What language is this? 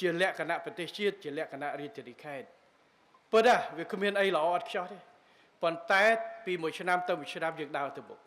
Khmer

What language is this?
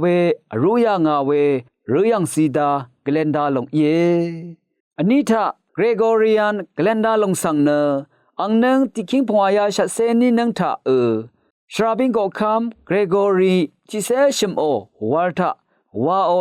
Rawang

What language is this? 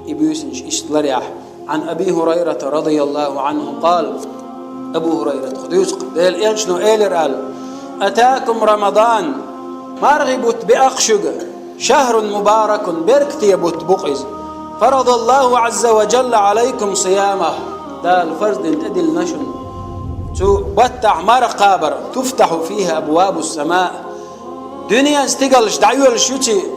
Chechen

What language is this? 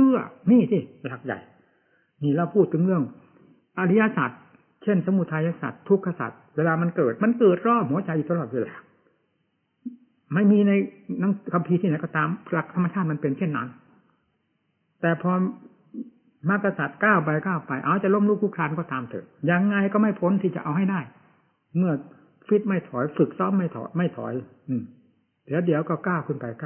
Thai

